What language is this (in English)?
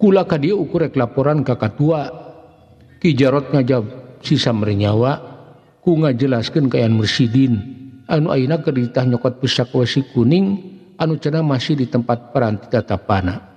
Sundanese